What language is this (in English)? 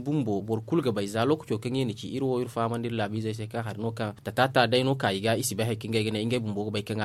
Zarma